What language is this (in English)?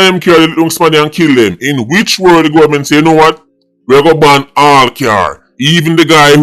Jamaican Creole English